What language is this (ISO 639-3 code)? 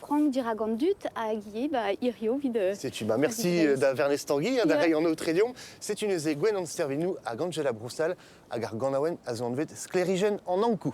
bre